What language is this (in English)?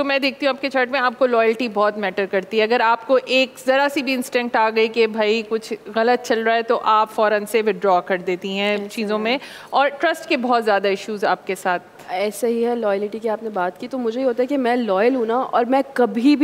Hindi